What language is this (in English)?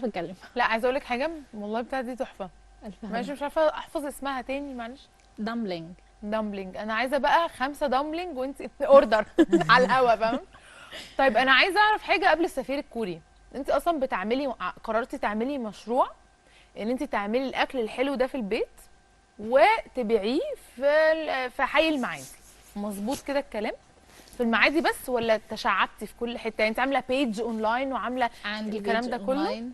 Egyptian Arabic